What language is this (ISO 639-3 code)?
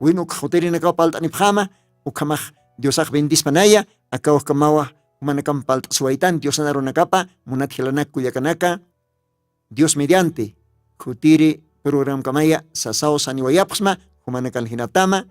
aym